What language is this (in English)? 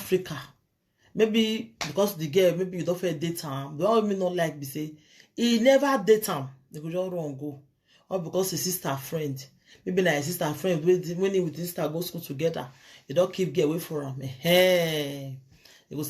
Nigerian Pidgin